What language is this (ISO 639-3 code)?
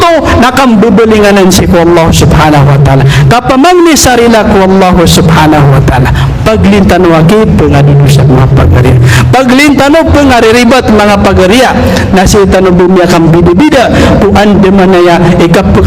mrw